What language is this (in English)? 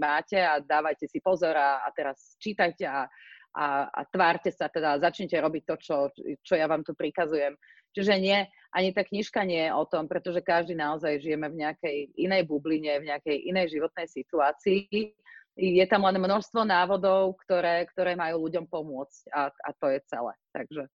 Slovak